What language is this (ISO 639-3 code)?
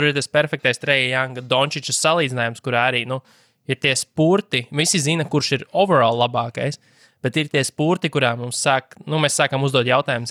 lav